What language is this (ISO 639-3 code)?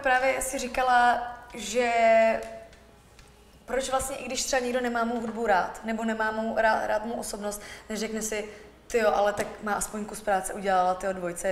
ces